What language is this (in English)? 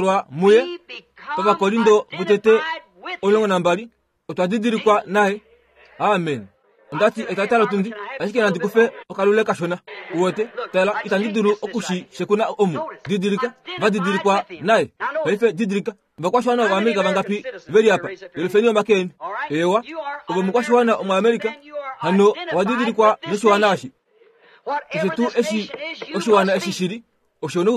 Kuanyama